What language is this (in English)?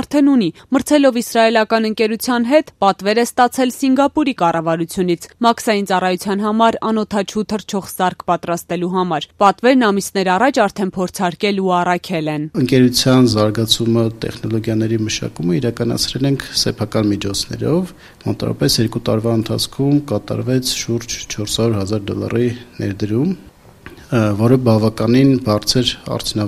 Armenian